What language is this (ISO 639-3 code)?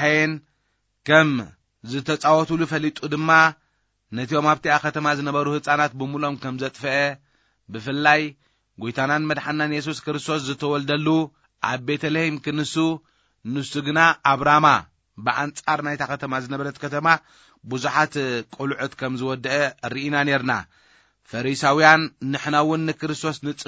tir